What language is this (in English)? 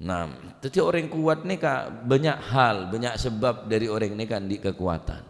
Madurese